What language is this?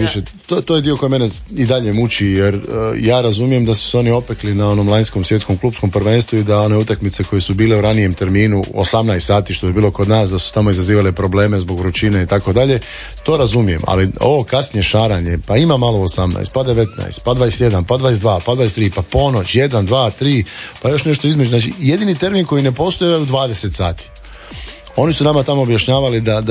Croatian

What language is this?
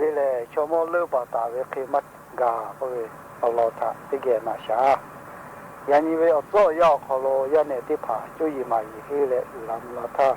Lahu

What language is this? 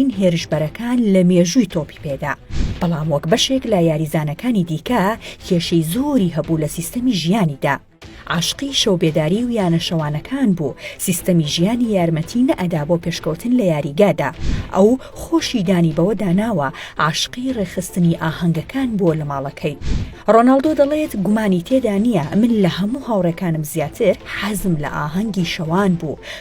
Central Kurdish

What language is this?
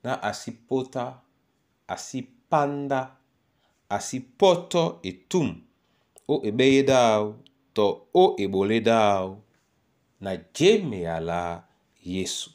Duala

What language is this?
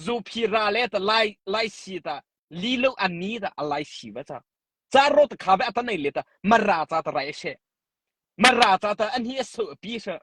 Mara Chin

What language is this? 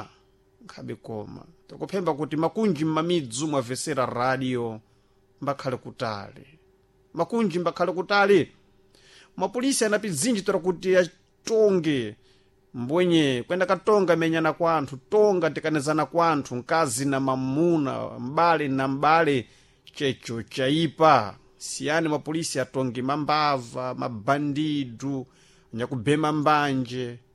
Sena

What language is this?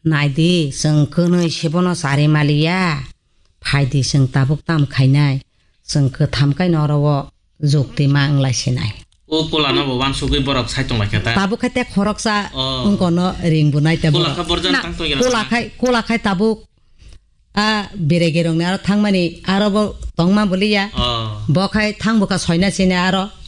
Kok Borok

